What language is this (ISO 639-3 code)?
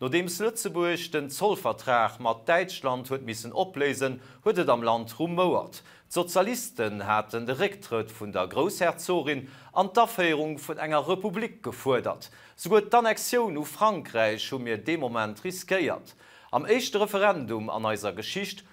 ltz